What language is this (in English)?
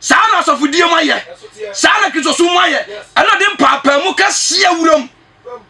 Akan